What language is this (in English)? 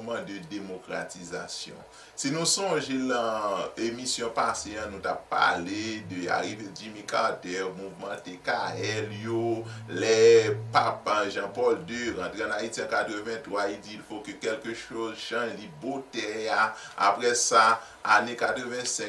Haitian Creole